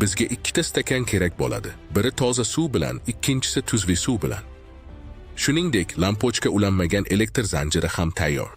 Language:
Uzbek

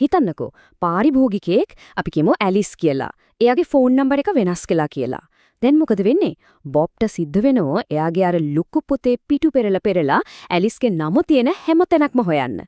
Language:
Sinhala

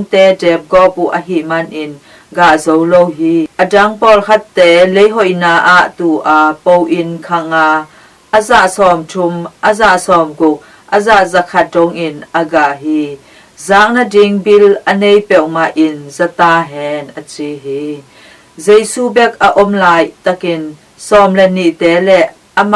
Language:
Tedim Chin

